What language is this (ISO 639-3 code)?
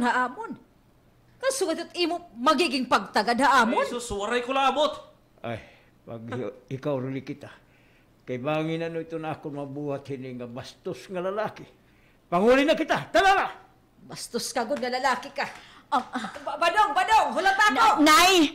war